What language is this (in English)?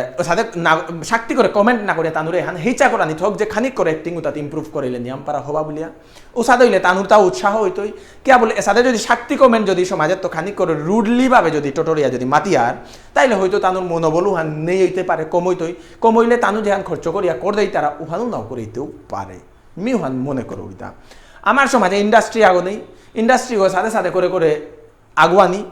Bishnupriya